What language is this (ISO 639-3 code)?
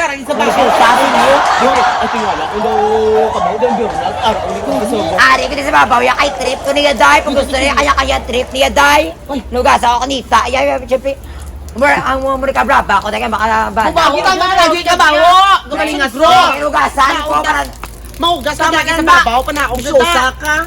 hil